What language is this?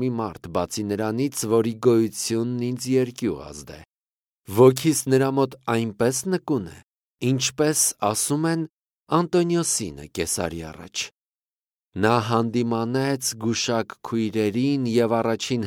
Armenian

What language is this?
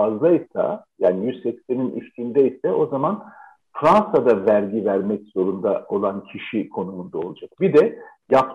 Turkish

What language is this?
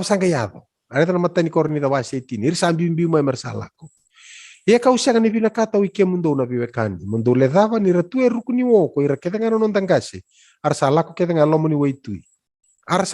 Fijian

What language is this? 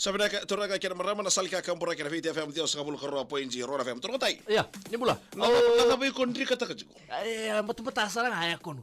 Fijian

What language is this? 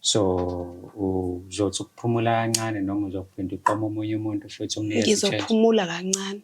Zulu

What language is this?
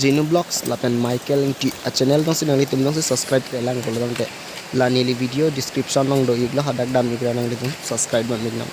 Karbi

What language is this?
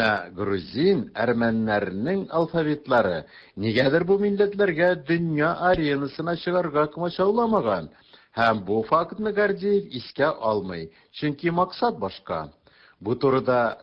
Tatar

